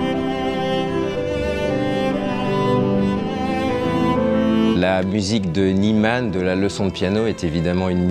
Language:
French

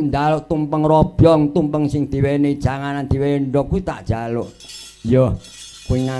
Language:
Javanese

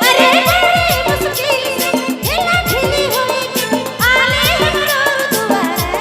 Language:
Sadri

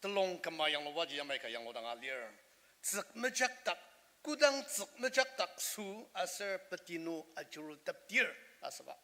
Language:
Ao Naga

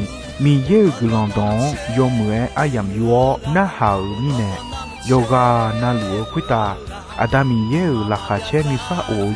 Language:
Akha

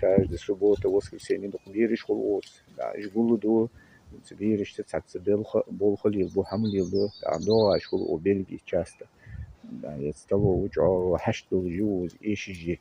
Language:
Ingush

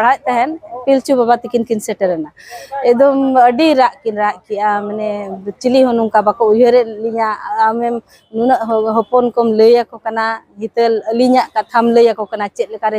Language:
Santali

